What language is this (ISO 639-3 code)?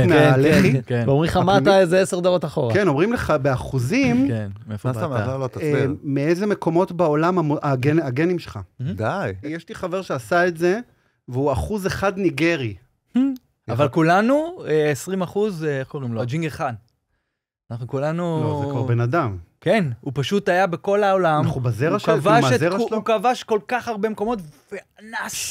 heb